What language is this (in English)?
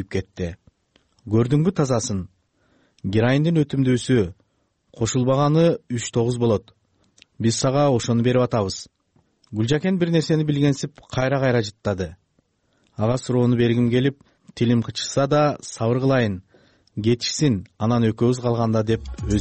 Kyrgyz